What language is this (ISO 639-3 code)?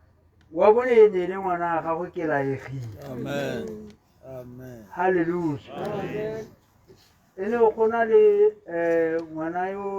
tsn